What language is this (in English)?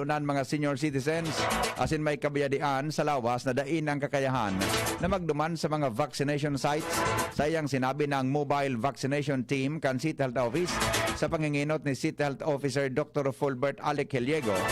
Bikol